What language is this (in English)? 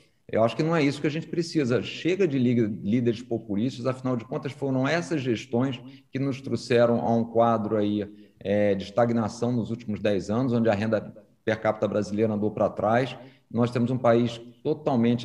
Portuguese